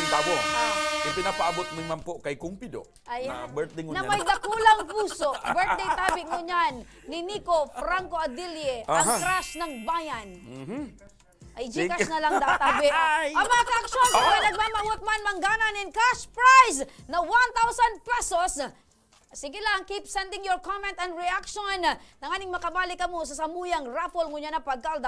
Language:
Bikol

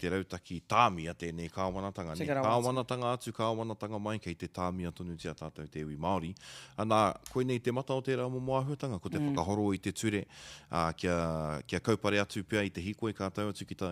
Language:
Māori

